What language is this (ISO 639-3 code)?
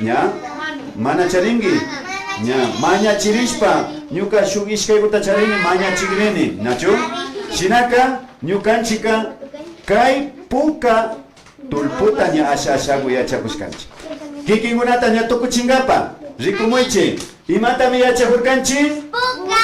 qvi